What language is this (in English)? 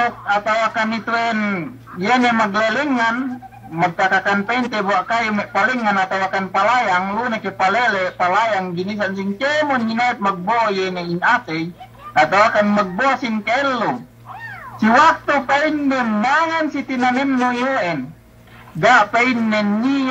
Yakan